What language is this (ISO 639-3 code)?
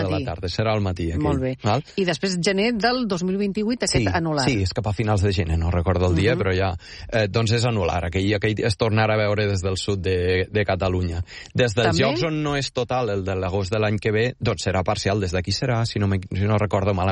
cat